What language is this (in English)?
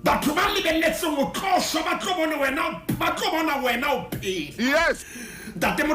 Southern Sotho